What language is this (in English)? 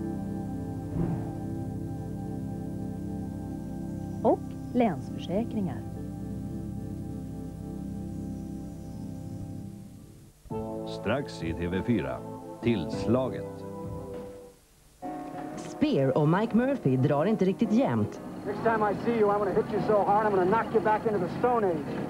Swedish